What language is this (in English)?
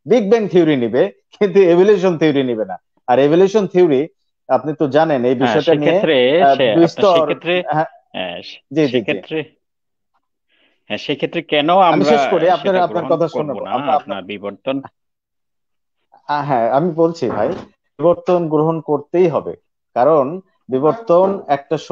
Bangla